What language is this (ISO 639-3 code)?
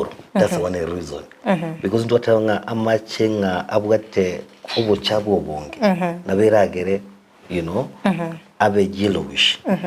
guz